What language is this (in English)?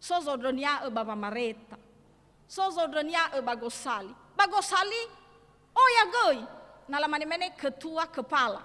Nias